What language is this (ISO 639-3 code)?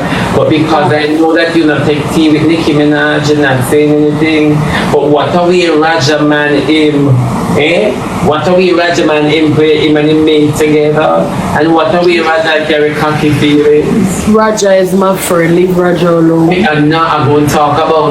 jam